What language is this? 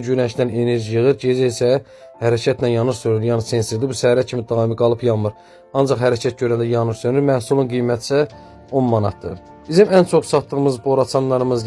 Azerbaijani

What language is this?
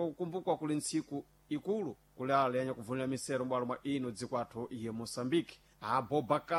Sena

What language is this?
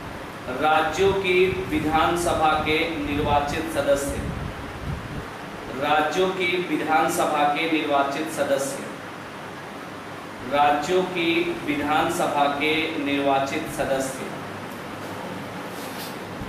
Hindi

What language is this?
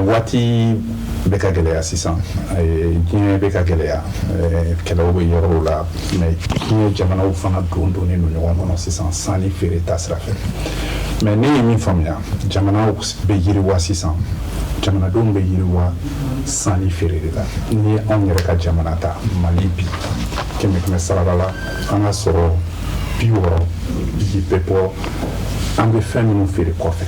Bambara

